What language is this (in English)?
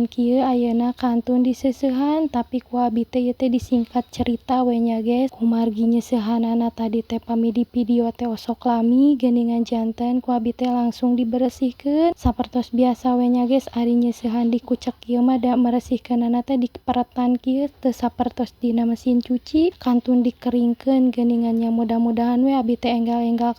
Sundanese